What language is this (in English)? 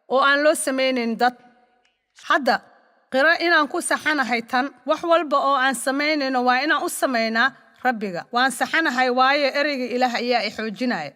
Somali